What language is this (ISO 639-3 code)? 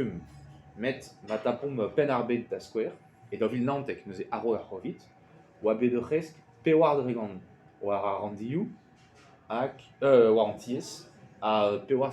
bre